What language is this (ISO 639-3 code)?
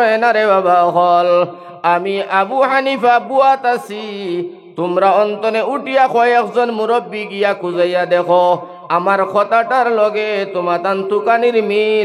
syl